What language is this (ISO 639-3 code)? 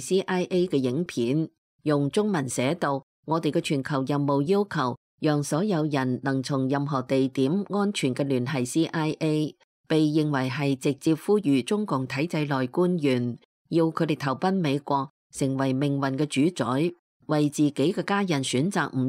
yue